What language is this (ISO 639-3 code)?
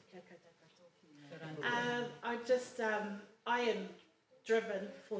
mri